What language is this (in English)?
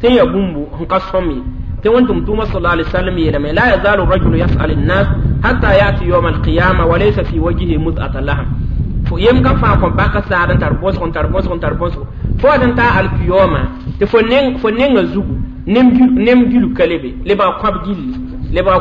Mossi